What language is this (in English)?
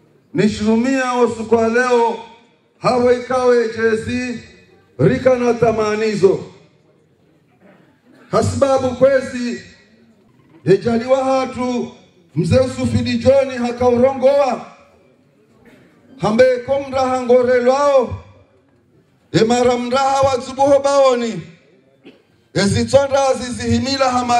Swahili